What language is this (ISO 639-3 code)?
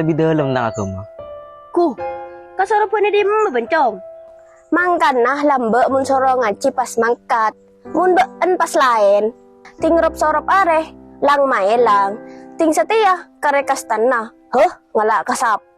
mad